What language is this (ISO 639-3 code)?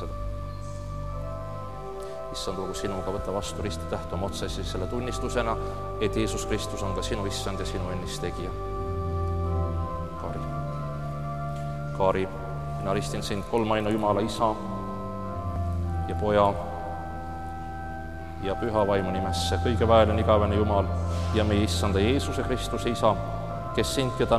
est